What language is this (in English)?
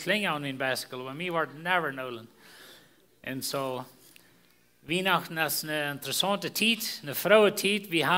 Plautdietsch